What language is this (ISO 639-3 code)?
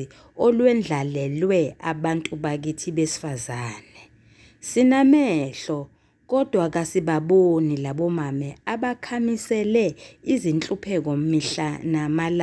zul